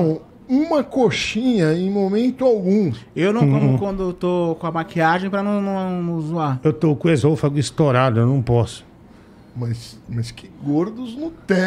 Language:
Portuguese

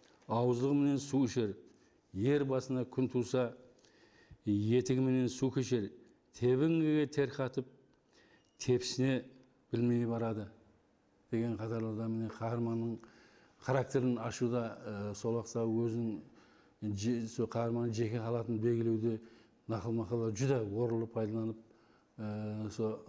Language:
Kara-Kalpak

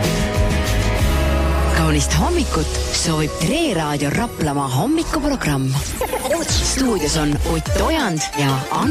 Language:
Estonian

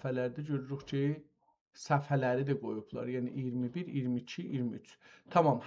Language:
South Azerbaijani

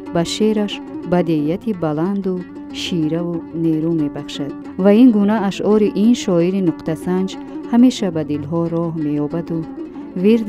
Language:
Tajik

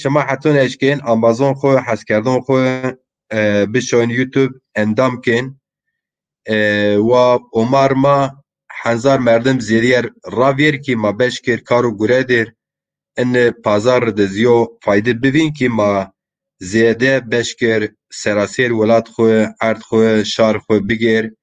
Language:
Zaza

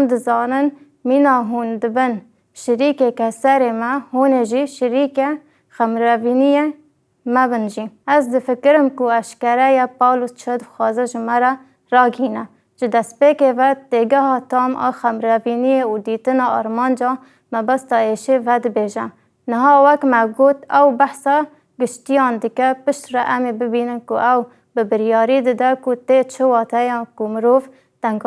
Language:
Kurdish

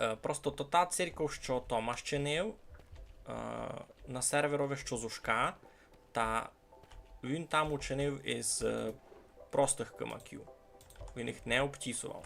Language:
Rusyn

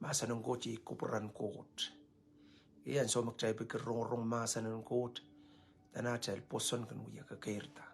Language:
Pohnpeian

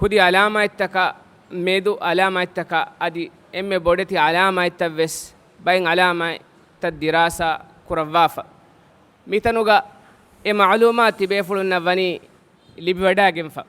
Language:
Divehi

